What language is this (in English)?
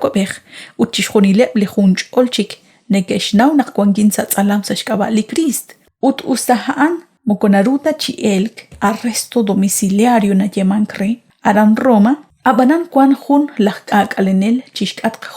Kekchí